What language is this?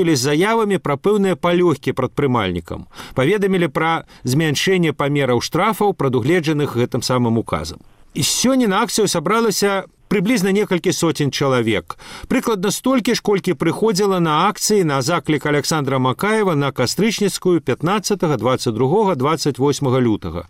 Belarusian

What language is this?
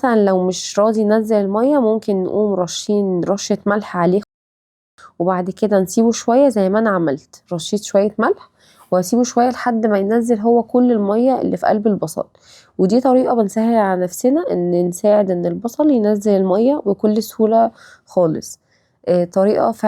Egyptian Arabic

